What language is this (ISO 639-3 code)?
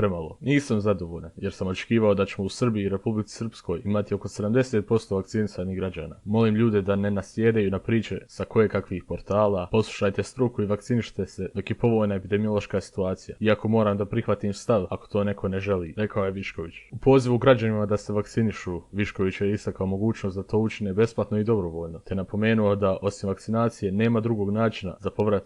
bos